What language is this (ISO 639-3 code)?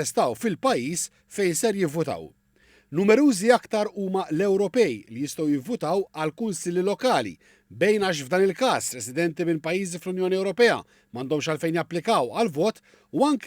mlt